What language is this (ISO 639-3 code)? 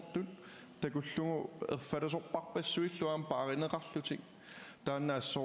kal